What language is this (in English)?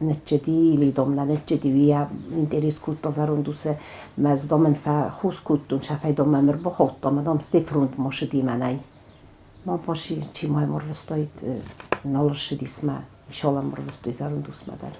Ossetic